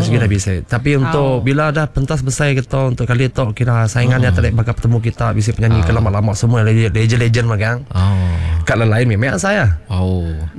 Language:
Malay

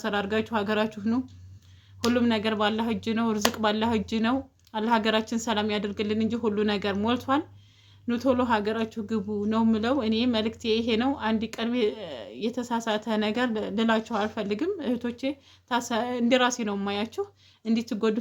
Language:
Amharic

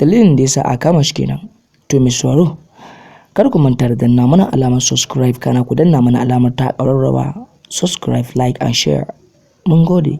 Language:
Hausa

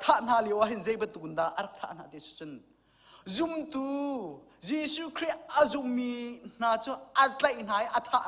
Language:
Hakha Chin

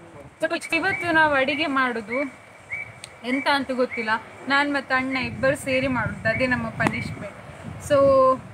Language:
Kannada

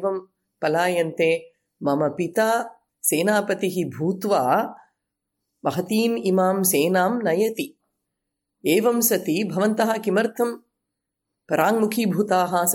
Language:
Sanskrit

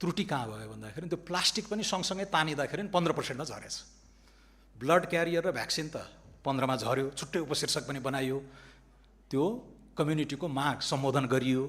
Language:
Nepali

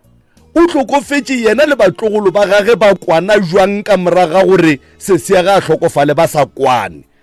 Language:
Northern Sotho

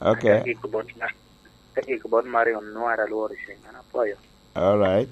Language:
Lango (Uganda)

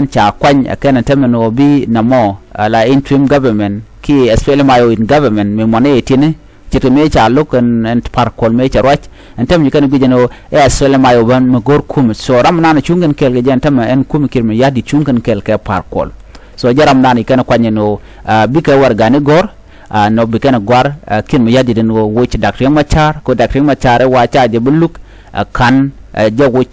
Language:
Nuer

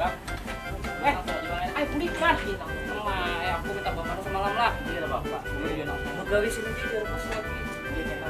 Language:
Banjar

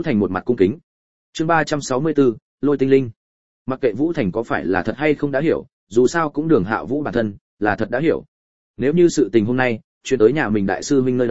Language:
Vietnamese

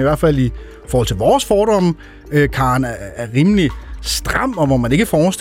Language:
Danish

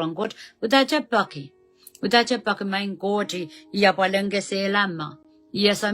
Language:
Pohnpeian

